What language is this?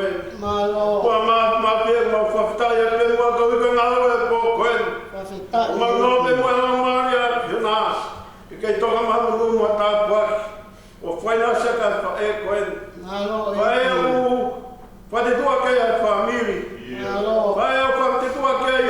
Tongan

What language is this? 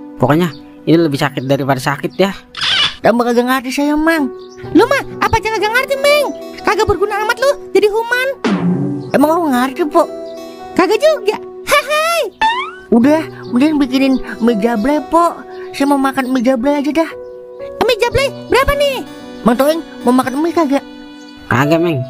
Betawi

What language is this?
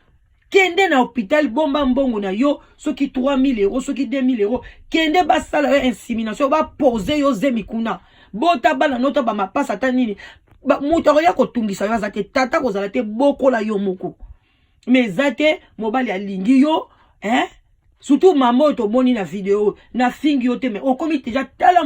Lingala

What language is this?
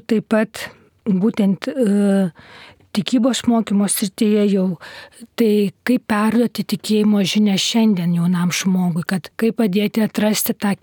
Lithuanian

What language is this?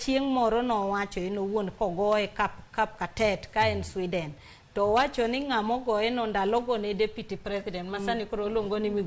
Luo (Kenya and Tanzania)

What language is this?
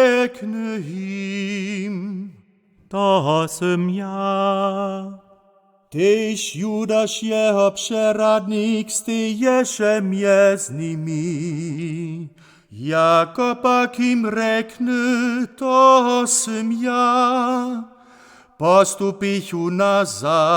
Upper Sorbian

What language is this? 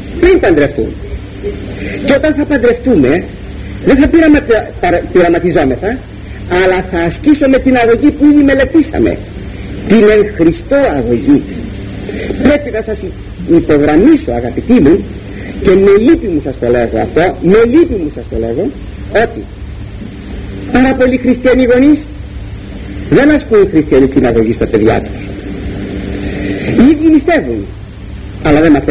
Greek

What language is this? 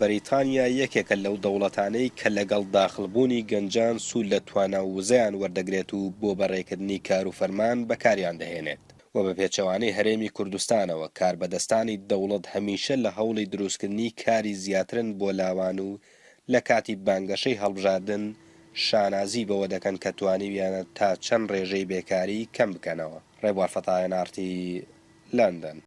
Central Kurdish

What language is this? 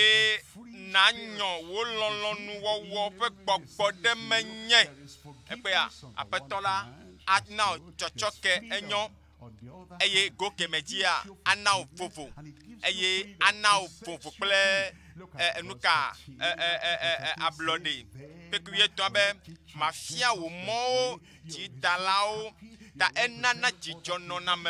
Ewe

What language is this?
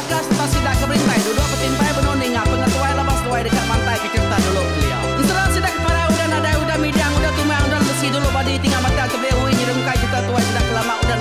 Iban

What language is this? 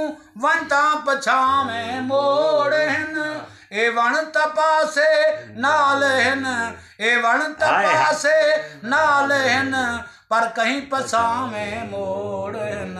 Saraiki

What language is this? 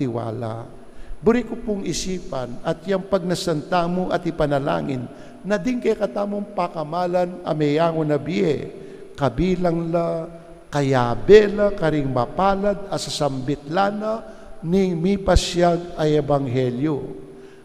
Pampanga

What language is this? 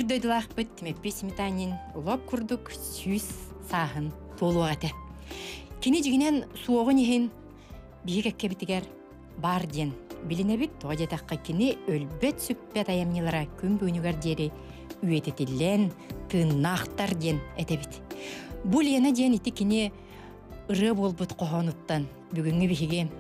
Yakut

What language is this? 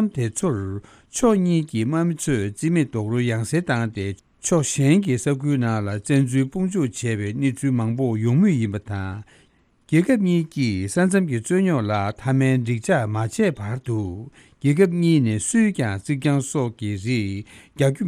Tibetan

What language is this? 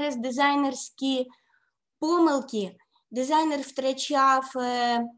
Ukrainian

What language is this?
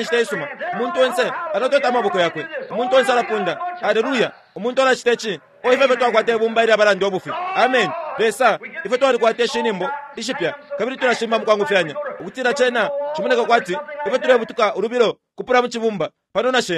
Bemba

